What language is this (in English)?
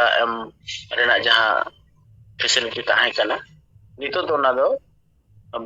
Santali